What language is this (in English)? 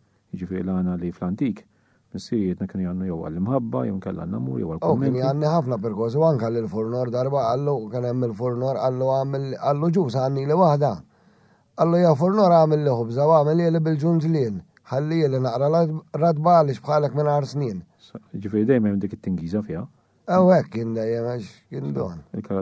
Maltese